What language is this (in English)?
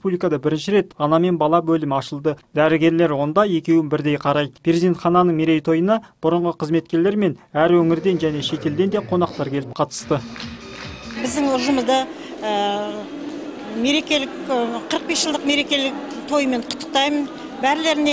Kazakh